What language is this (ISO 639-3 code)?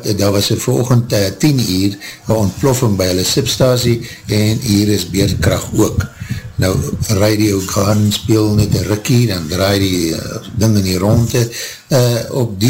afr